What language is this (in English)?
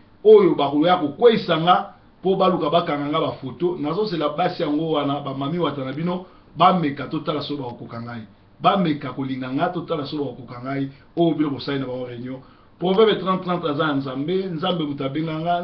Lingala